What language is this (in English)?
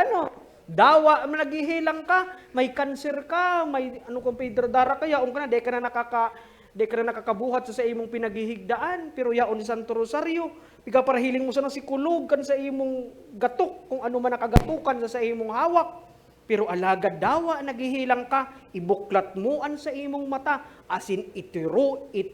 Bikol